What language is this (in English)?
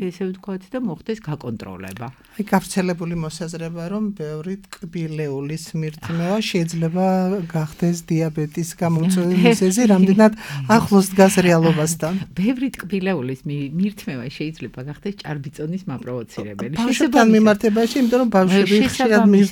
Georgian